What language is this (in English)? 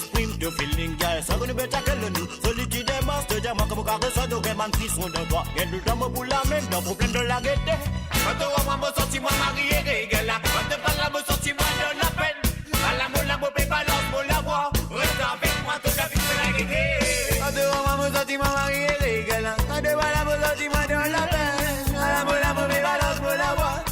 Morisyen